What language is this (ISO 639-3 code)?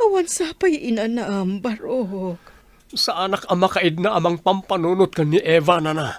ilo